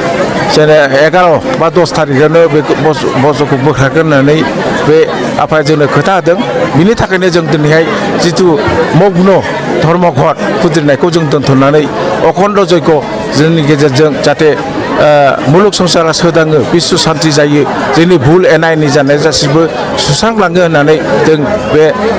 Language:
Bodo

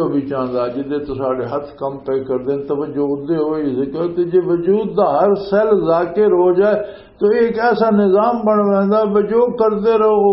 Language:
Western Panjabi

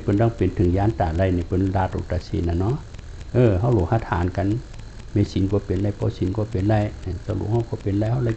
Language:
Shan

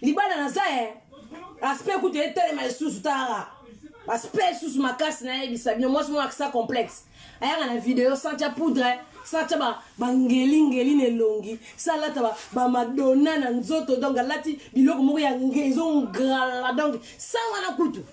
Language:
Lingala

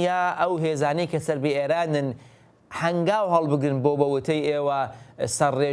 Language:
Central Kurdish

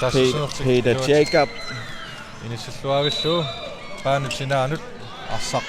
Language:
Kalaallisut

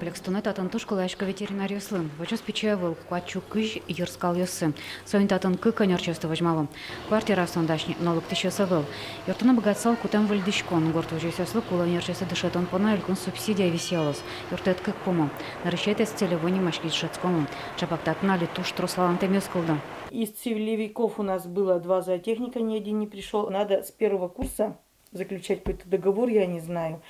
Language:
Udmurt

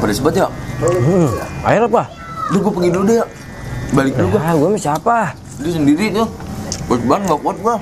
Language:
Betawi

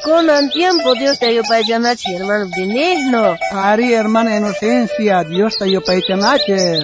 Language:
South Bolivian Quechua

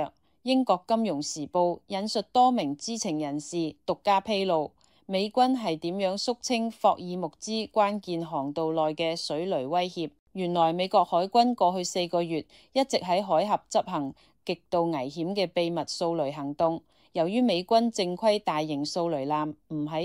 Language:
Cantonese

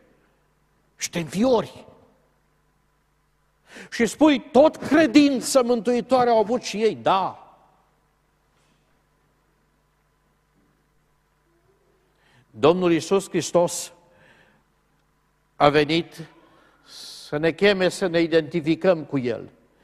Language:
Romanian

